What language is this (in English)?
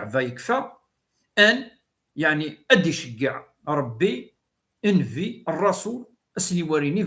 Kabyle